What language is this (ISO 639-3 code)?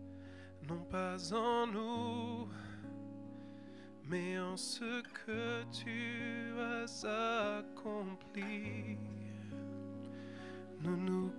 fra